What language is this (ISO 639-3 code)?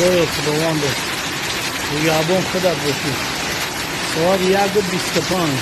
tgk